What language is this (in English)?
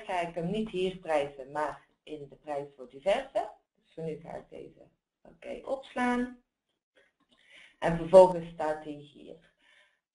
Dutch